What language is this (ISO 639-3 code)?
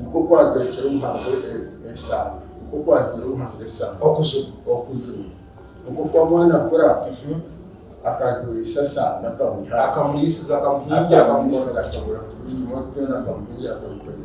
nyn